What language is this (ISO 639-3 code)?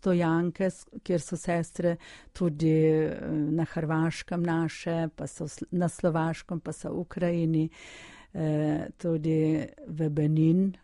slv